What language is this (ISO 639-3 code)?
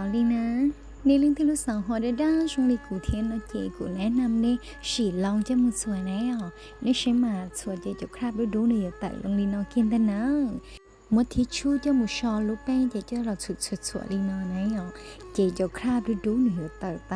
hmn